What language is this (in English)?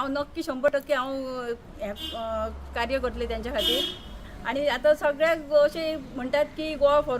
Konkani